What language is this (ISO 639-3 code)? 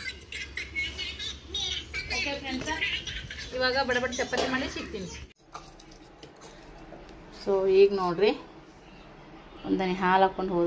kan